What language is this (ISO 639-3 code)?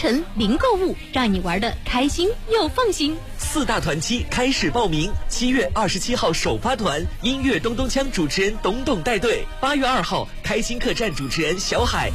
zho